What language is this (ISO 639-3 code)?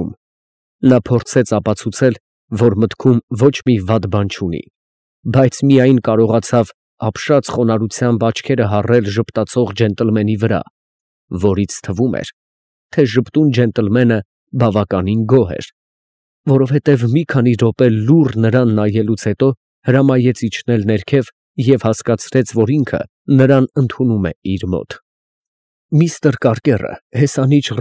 hye